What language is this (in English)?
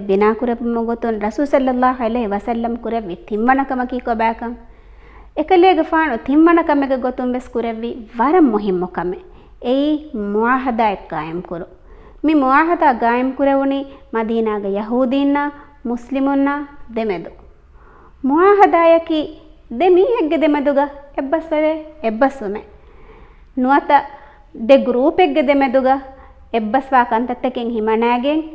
Divehi